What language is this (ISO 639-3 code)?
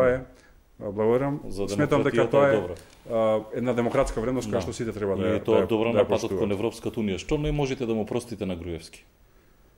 mkd